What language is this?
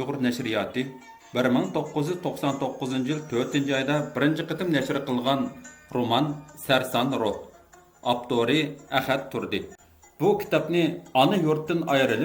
Uyghur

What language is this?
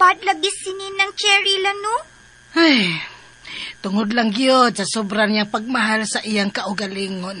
Cebuano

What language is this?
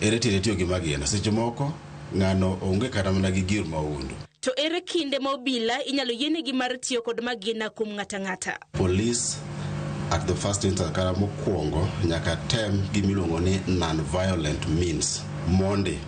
Luo (Kenya and Tanzania)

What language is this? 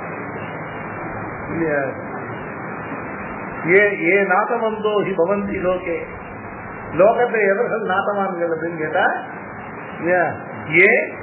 Tamil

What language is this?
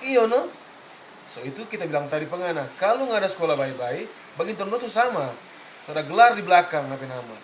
Manado Malay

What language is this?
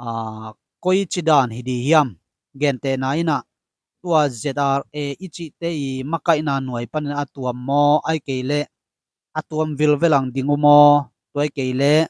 Tedim Chin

